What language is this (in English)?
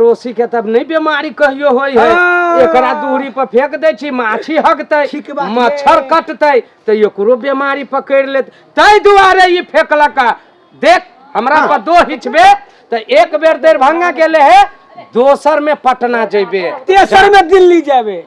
Maithili